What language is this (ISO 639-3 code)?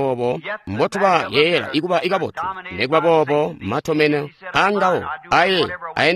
toi